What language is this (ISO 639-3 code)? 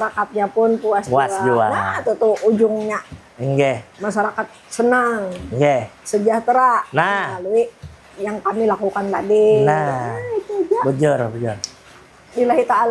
bjn